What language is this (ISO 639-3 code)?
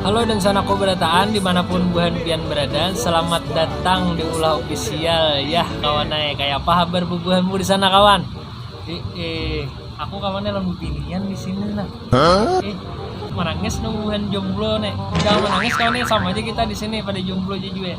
bjn